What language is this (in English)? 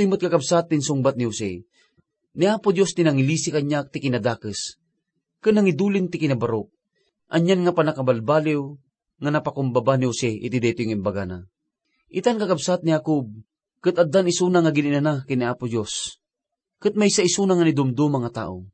Iloko